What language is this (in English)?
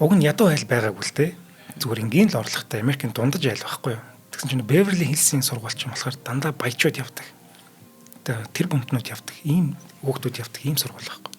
Mongolian